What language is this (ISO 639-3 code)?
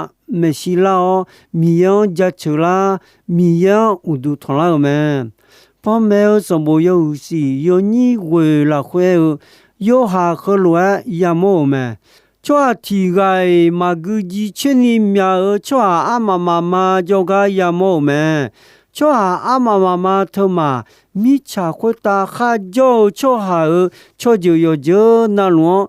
ahk